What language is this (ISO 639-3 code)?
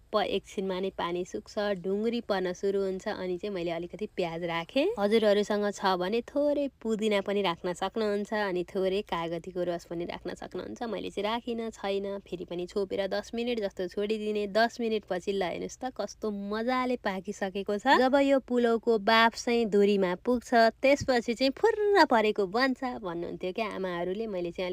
nep